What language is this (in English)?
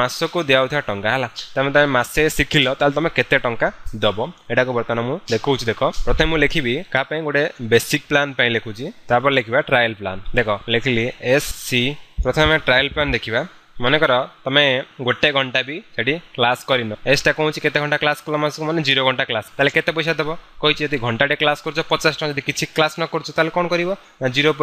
Odia